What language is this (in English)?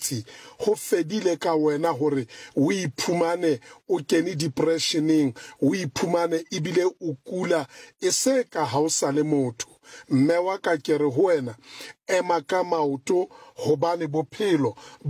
Southern Sotho